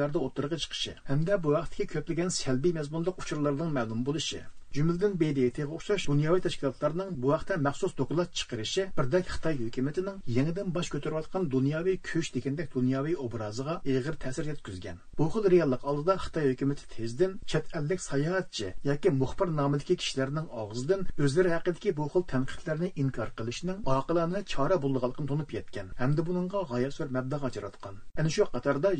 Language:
Uyghur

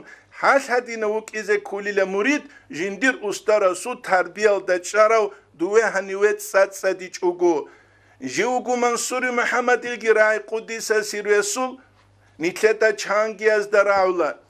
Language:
Avaric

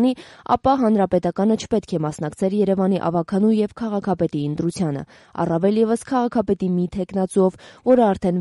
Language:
Armenian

